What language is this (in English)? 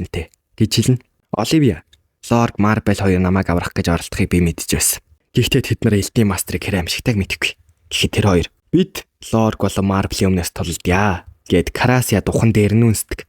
Mongolian